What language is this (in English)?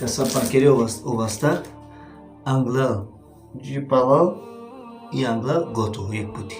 Balkan Romani